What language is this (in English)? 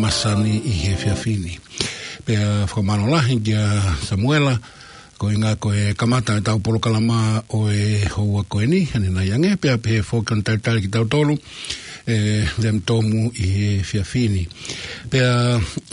Tongan